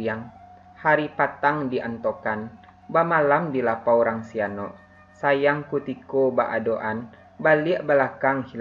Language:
Minangkabau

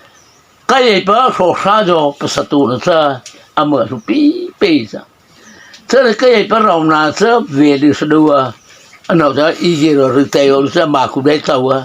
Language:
Mara Chin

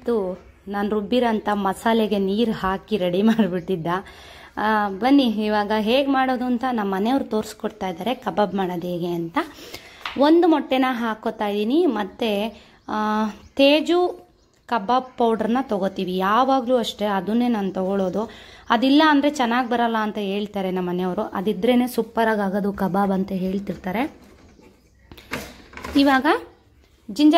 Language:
Kannada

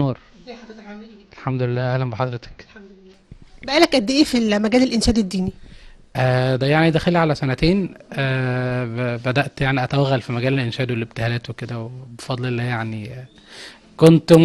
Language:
Egyptian Arabic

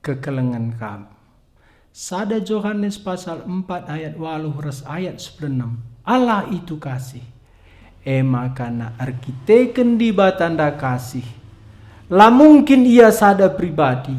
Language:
Batak Karo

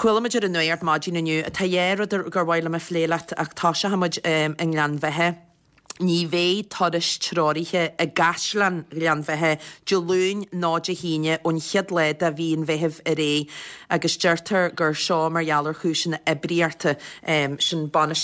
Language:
Irish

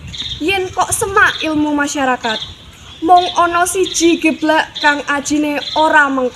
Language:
Javanese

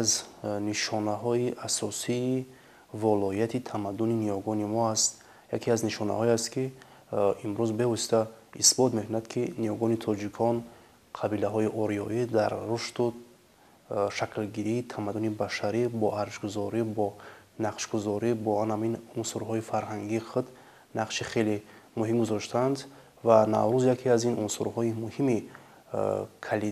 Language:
Tajik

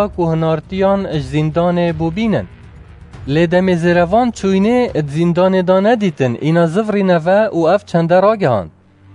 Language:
Kurdish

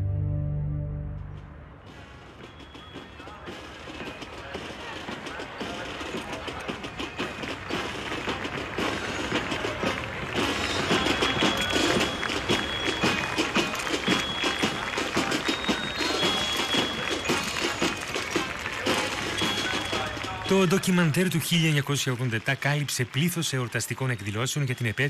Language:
Greek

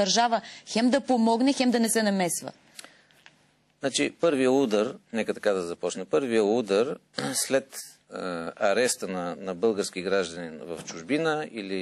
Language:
Bulgarian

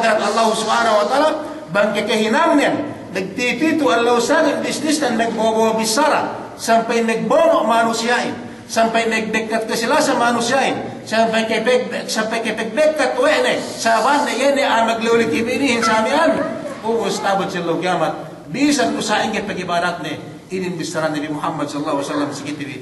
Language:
Yakan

